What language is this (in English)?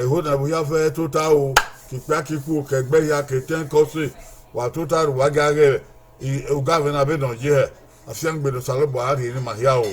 Bini